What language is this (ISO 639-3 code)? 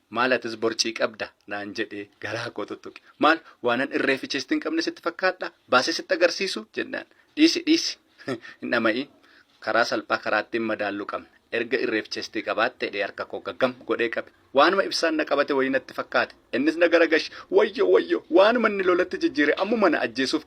orm